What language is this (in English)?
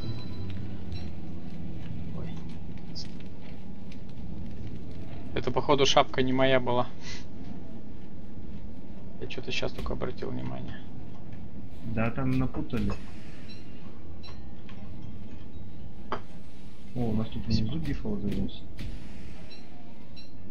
Russian